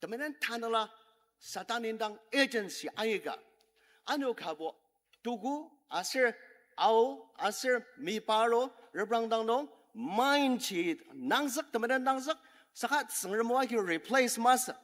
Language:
Ao Naga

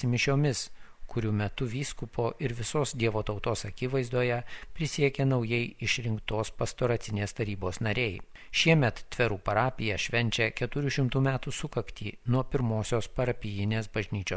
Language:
Lithuanian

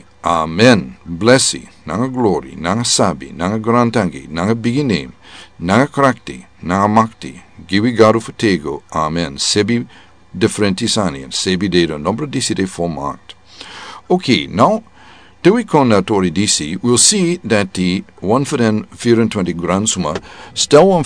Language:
Sranan Tongo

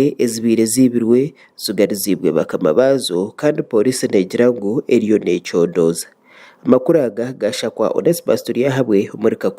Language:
Nyankole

